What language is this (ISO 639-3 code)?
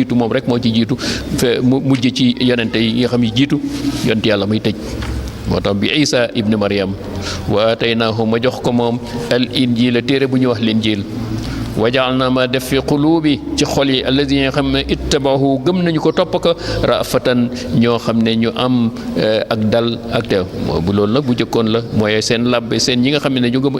wol